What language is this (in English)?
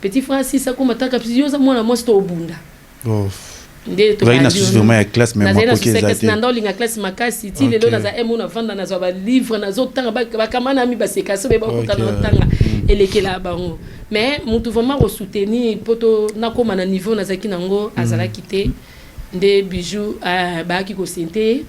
Lingala